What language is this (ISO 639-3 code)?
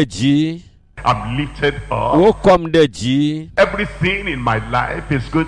ewe